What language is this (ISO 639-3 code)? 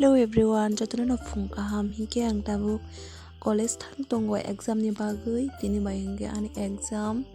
trp